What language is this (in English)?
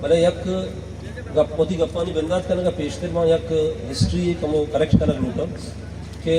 Baluchi